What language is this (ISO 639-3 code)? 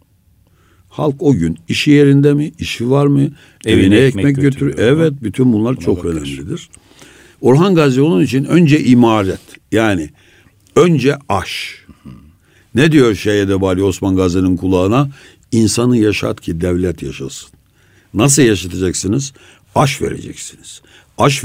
tur